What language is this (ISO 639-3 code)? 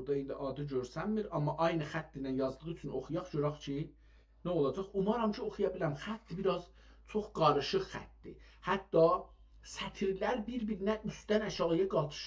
azb